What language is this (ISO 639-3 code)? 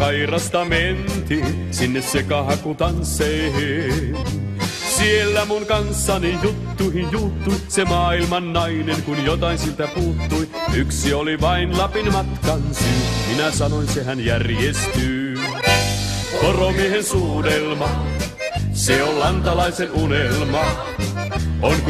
fin